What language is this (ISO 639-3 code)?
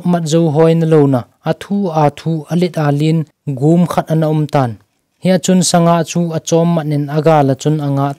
tcz